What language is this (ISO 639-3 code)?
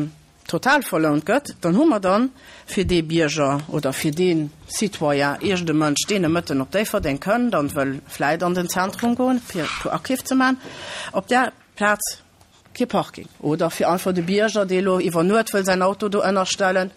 ltz